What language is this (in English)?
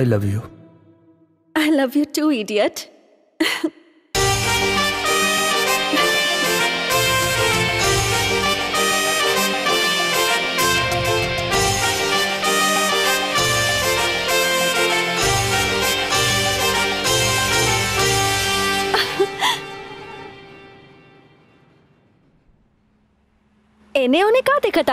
Bhojpuri